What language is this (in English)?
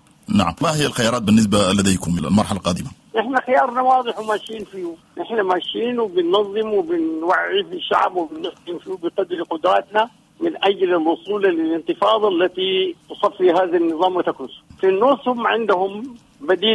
Sudanese Arabic